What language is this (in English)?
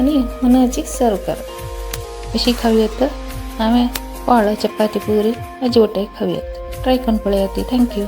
Konkani